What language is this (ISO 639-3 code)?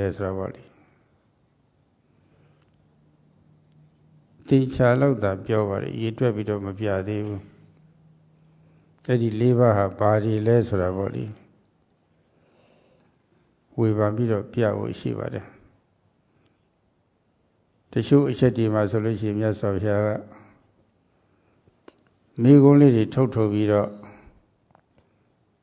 mya